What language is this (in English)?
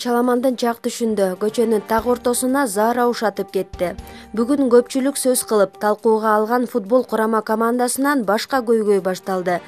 Kyrgyz